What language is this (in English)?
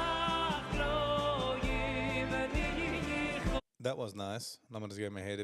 Yiddish